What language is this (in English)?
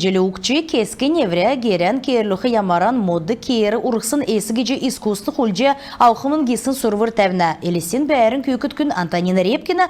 Kalmyk